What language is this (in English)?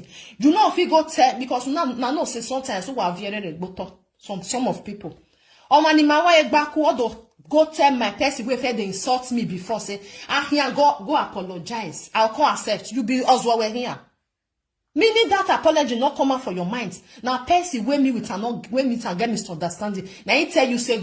Nigerian Pidgin